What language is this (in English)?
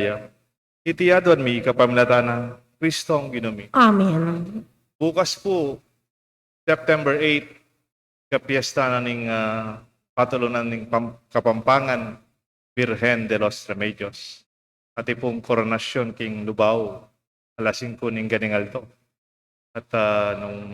Pampanga